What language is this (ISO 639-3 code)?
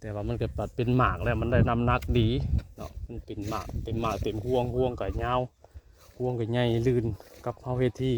tts